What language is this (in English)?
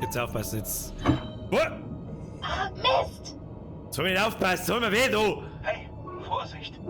Bavarian